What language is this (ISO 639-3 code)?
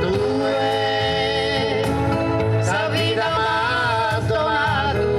srd